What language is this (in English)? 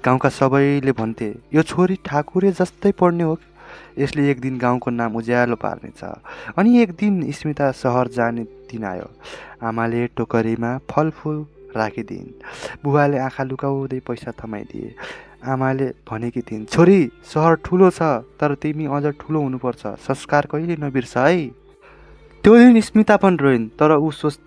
Nepali